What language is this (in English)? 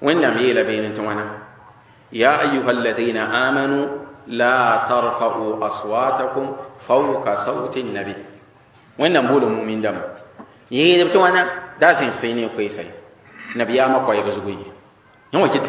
Mossi